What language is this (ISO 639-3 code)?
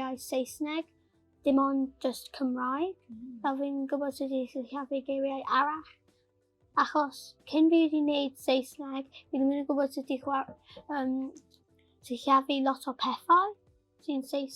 cym